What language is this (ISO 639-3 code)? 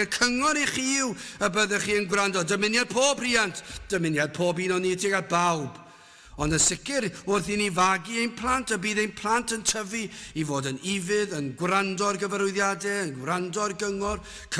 cym